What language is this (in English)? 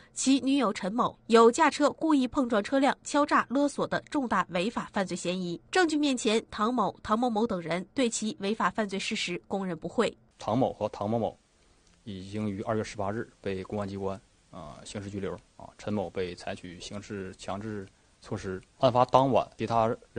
Chinese